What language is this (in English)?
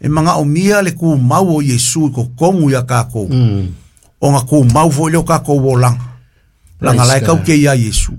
Samoan